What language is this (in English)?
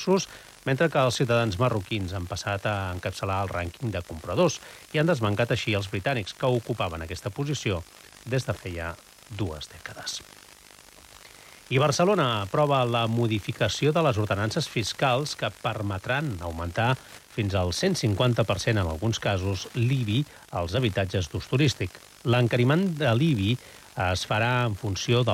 Catalan